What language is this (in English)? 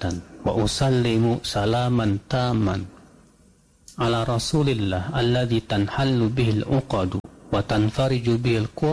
Indonesian